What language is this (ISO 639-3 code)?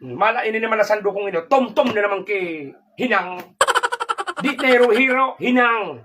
bik